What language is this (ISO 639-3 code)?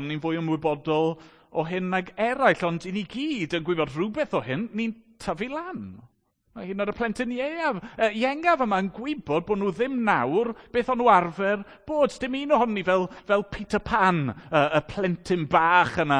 cym